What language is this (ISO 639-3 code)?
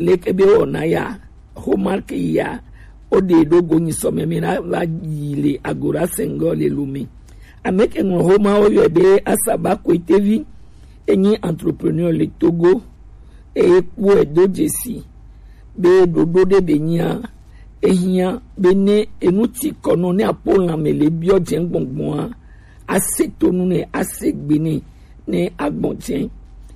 gej